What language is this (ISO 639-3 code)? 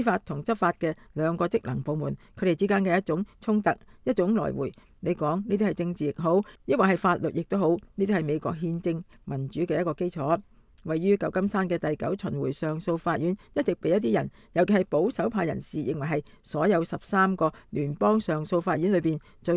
yue